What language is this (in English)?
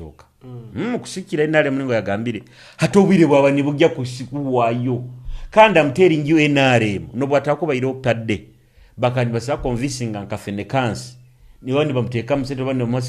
Nyoro